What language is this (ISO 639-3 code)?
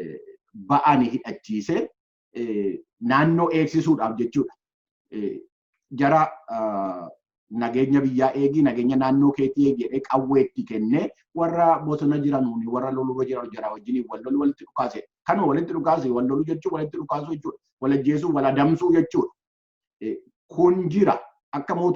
orm